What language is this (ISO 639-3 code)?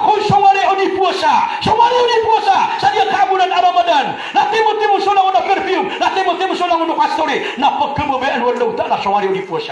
mrw